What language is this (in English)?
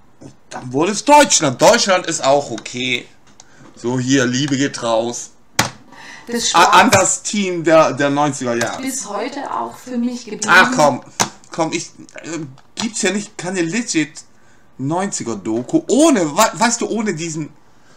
German